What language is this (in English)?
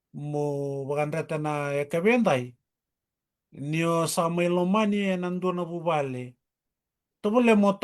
Fijian